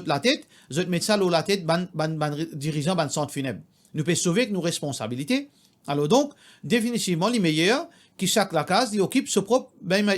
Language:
Morisyen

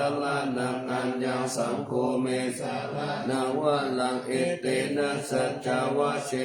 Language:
Pali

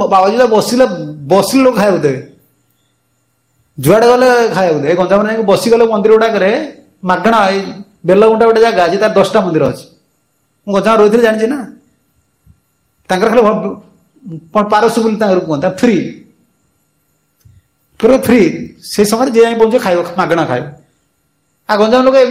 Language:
Odia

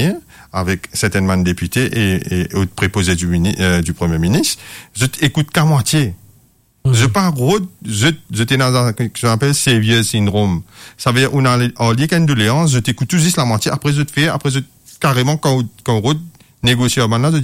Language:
Morisyen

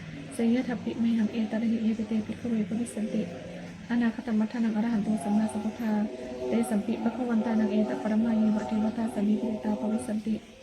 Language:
Pali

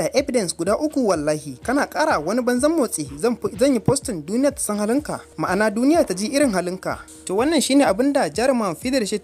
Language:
Hausa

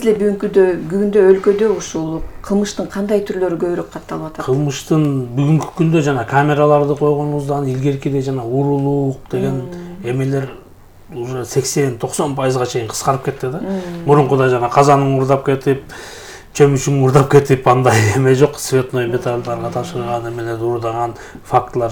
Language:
Kyrgyz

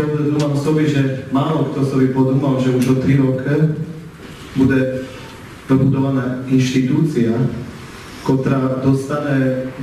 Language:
Rusyn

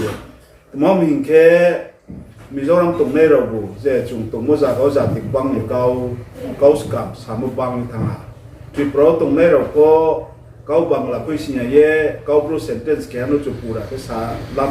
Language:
Riang (India)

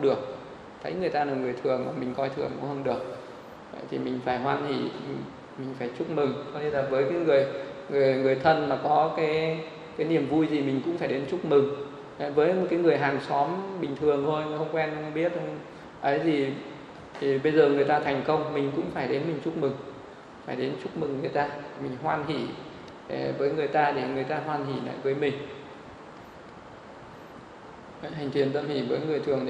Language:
Vietnamese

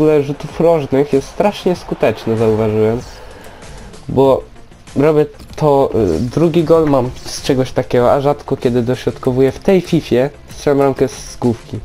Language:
Polish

